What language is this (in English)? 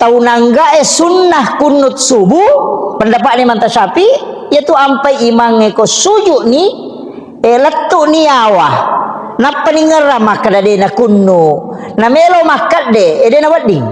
Buginese